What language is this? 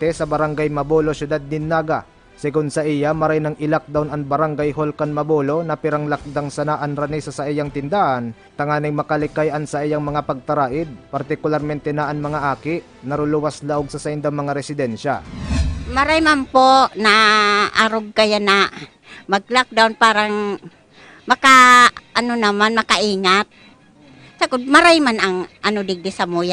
Bikol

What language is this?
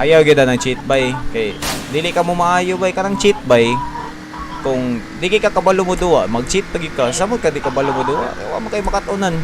Cebuano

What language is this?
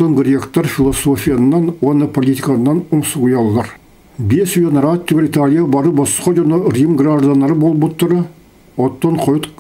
Yakut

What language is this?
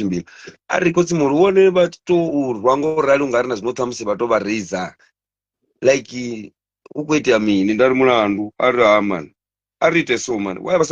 Venda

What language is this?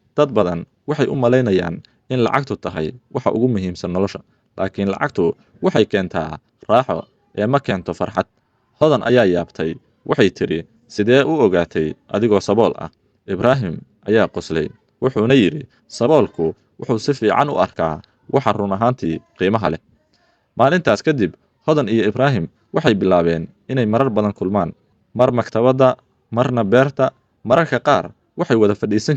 Somali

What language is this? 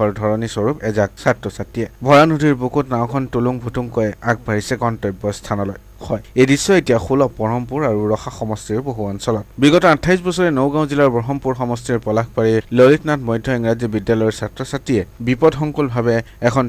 Assamese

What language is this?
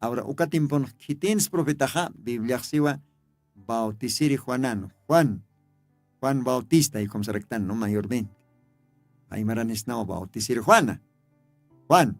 Aymara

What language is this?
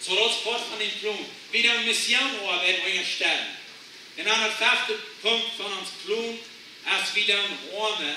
Plautdietsch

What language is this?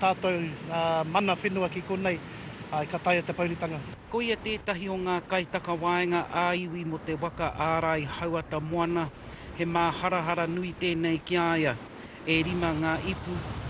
Māori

